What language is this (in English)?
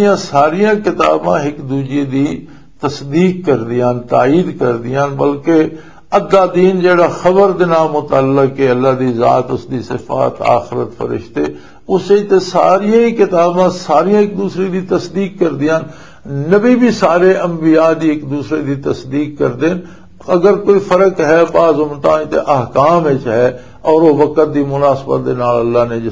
Western Panjabi